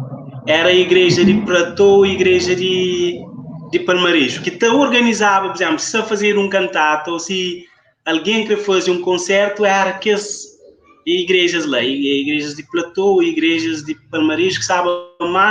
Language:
Kabuverdianu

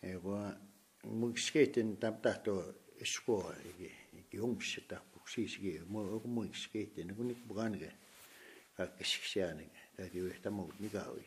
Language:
Plains Cree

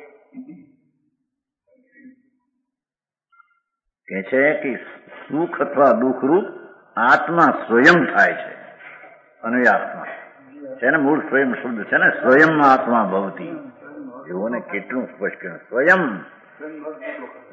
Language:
Gujarati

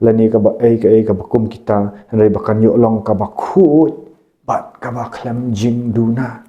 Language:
Khasi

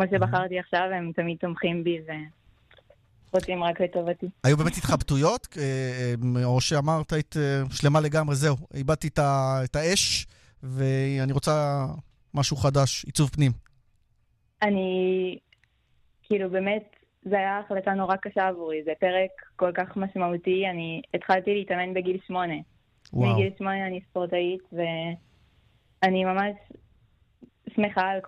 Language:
Hebrew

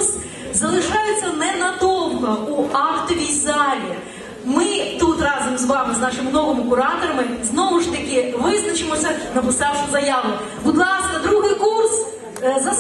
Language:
Ukrainian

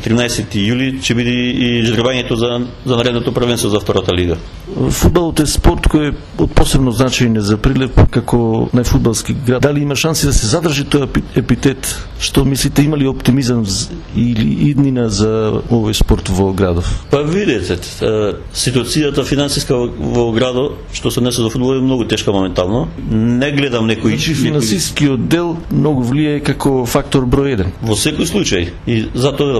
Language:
Macedonian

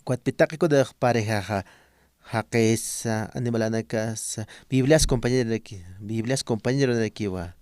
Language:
Aymara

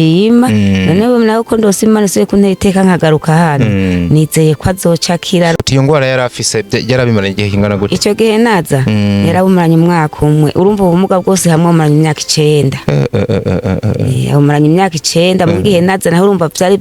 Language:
Rundi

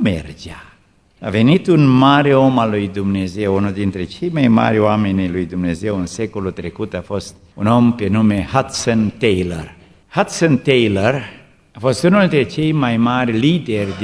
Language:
Romanian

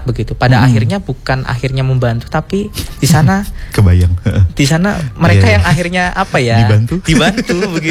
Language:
Indonesian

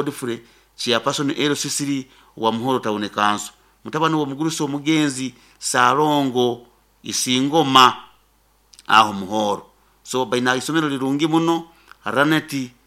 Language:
Nyoro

